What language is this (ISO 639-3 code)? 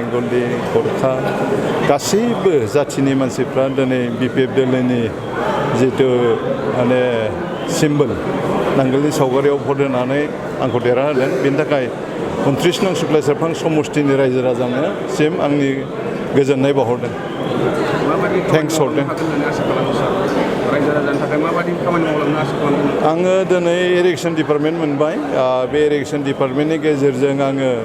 brx